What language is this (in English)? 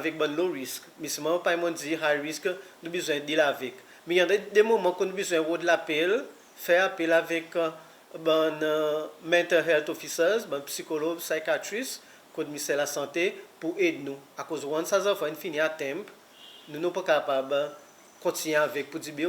Seselwa Creole French